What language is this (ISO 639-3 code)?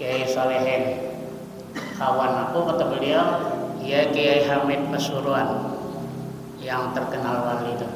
bjn